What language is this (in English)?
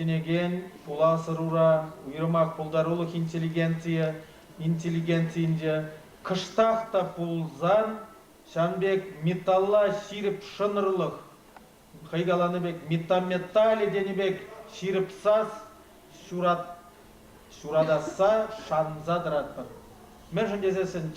Chuvash